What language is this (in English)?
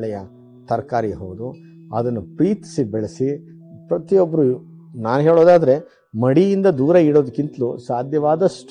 Kannada